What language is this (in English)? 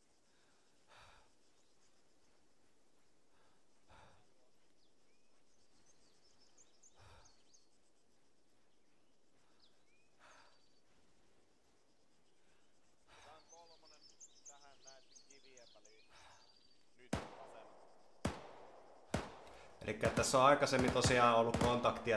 Finnish